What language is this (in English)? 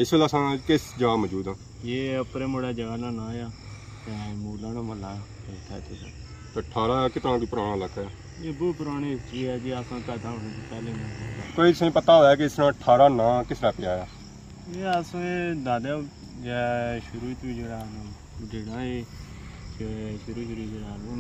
Pahari-Potwari